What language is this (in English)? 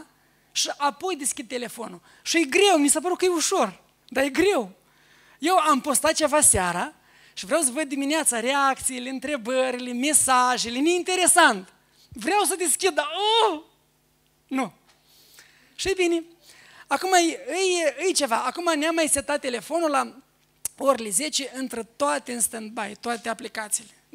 Romanian